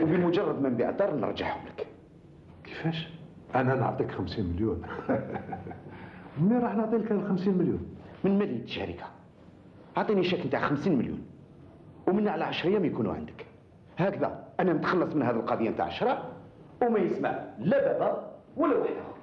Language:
Algerian Arabic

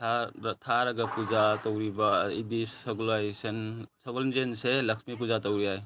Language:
Manipuri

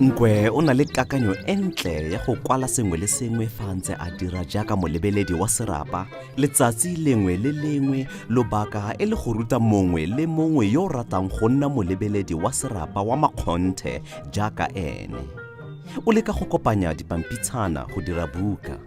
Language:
Tswana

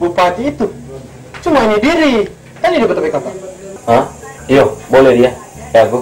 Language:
Manado Malay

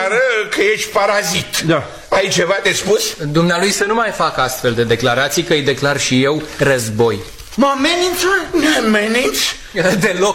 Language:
Romanian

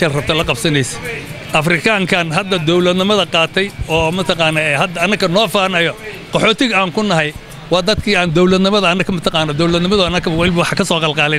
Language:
Somali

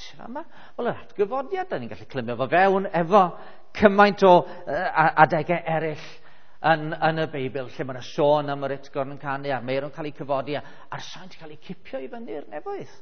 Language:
Welsh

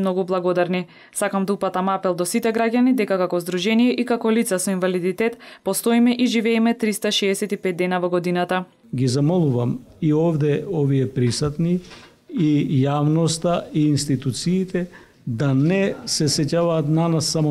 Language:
Macedonian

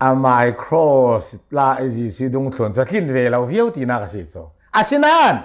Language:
Hakha Chin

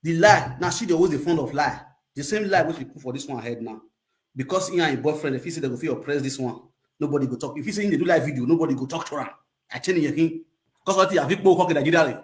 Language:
Nigerian Pidgin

